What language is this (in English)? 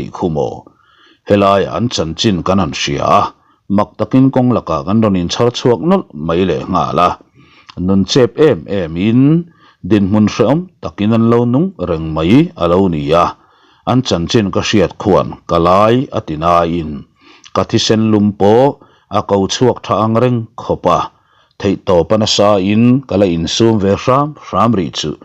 Mizo